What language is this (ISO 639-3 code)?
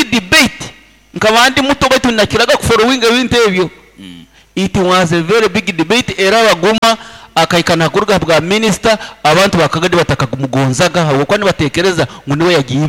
nyo